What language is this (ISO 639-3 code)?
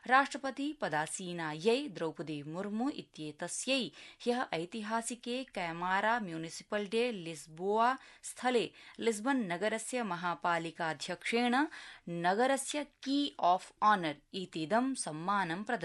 san